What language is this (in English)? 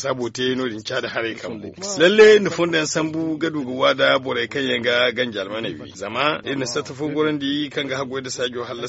Zarma